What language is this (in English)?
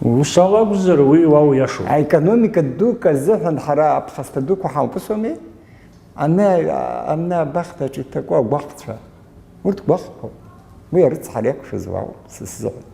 Abkhazian